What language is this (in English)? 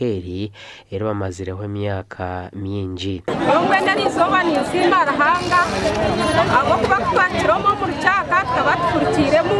Nyankole